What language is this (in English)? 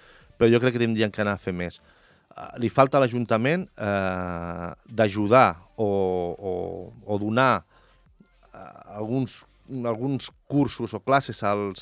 Catalan